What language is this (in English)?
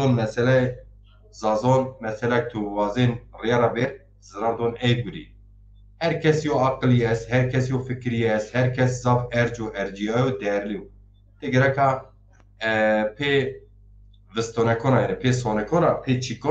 Zaza